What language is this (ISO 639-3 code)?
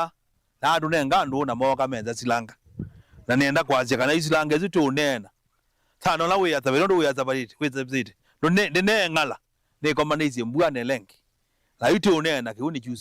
kam